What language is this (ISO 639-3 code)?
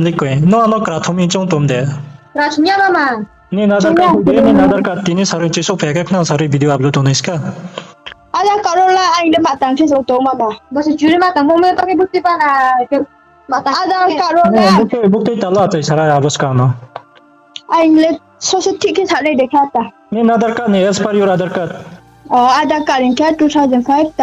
ria